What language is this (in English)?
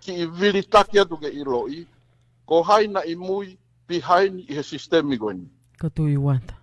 Tongan